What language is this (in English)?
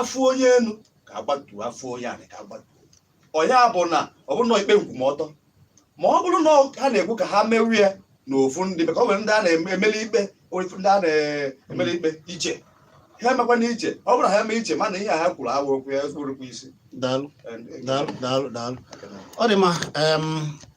Igbo